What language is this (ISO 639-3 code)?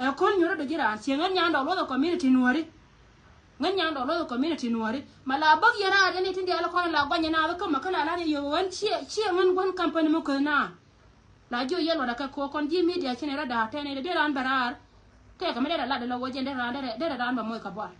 nus